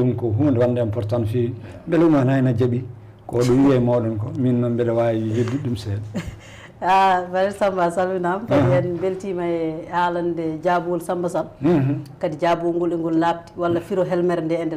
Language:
Fula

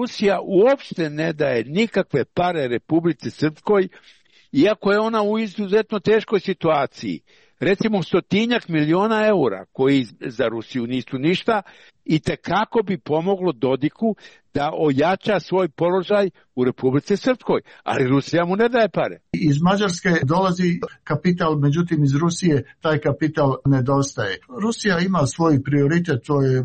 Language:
Serbian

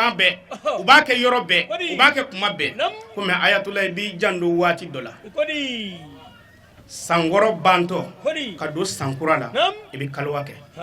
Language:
Bambara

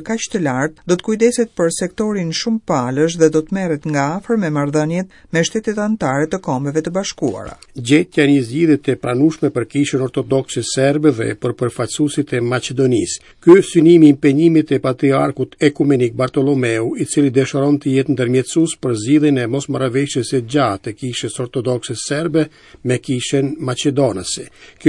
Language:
Albanian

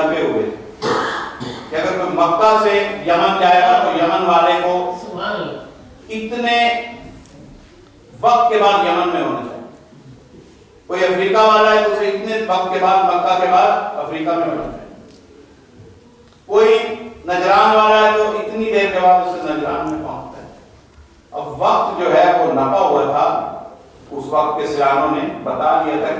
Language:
Urdu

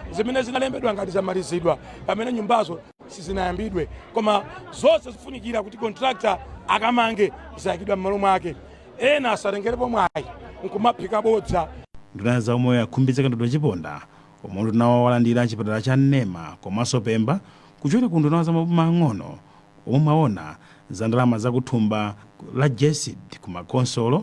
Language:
Nyanja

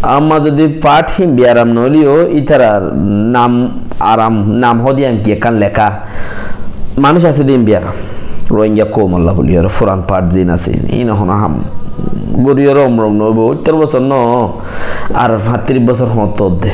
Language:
Rohingya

